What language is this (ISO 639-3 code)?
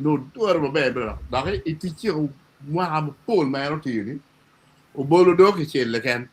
ach